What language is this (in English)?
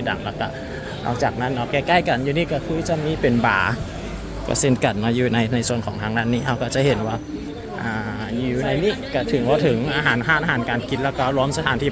Lao